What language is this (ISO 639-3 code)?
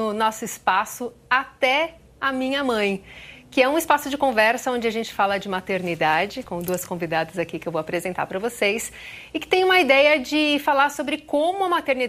por